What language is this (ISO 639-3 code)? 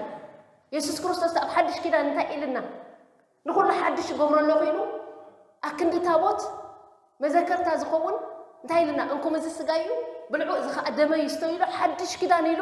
tir